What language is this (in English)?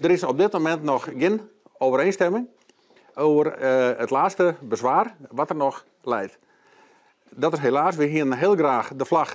Western Frisian